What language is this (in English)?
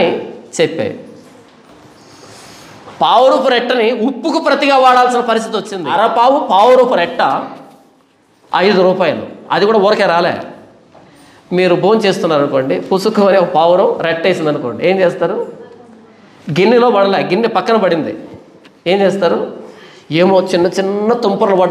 Telugu